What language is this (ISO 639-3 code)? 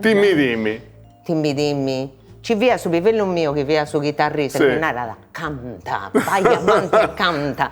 srd